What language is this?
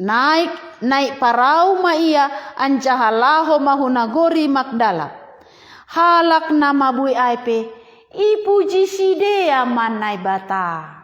Batak Simalungun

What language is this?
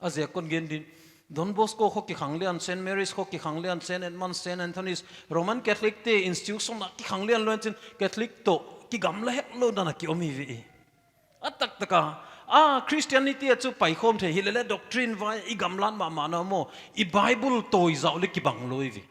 Paite Chin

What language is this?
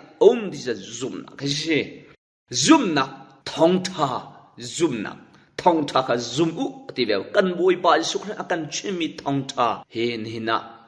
Hakha Chin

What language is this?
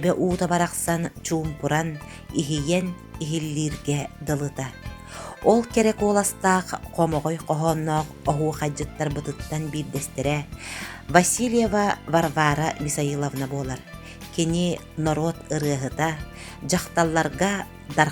Yakut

